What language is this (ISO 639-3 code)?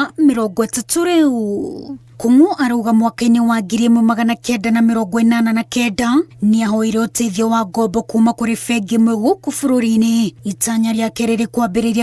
kik